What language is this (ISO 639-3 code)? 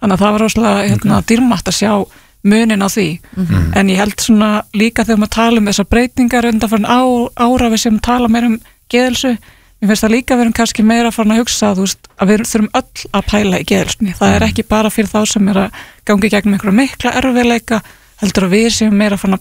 isl